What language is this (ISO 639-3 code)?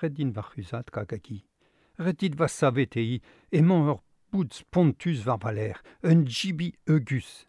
bre